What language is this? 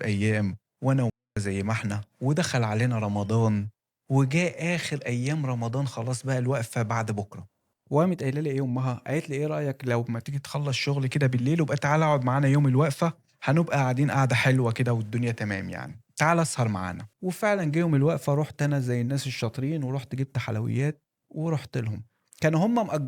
Egyptian Arabic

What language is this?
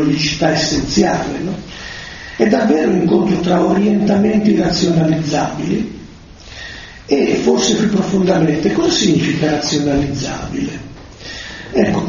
Italian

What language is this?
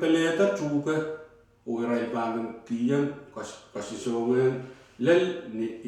Pohnpeian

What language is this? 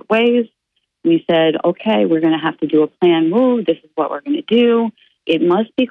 English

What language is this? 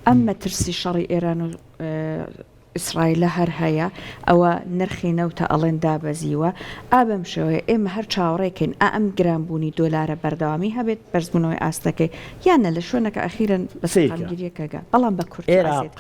Central Kurdish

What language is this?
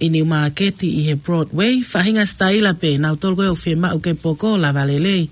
Tongan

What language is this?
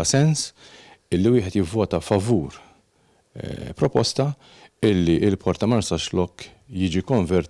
Maltese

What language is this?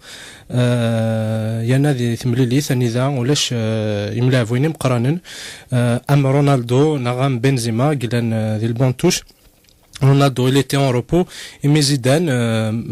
Kabyle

